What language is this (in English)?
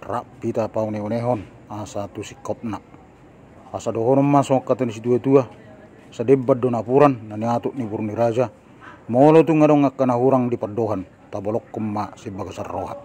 Batak Toba